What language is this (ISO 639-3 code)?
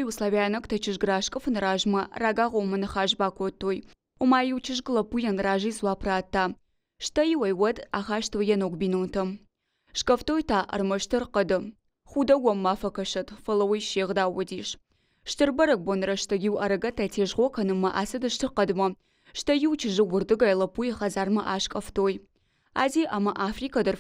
oss